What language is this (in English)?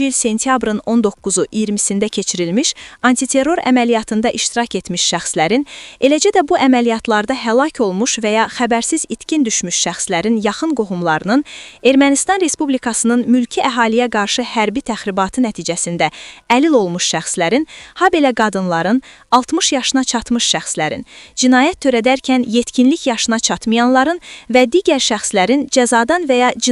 Azerbaijani